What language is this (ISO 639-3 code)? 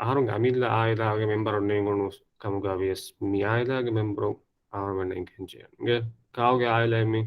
div